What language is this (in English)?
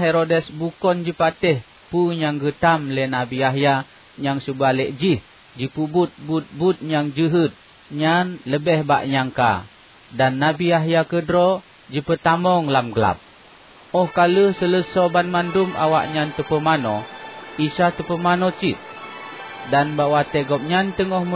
Achinese